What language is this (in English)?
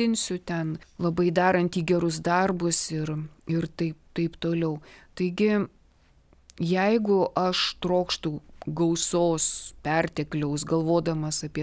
Lithuanian